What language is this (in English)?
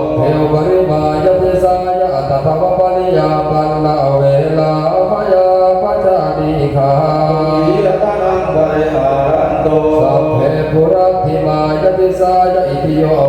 Pali